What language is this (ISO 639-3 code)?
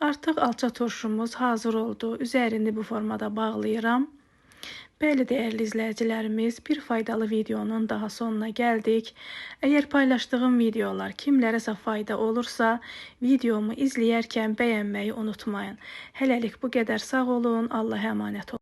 aze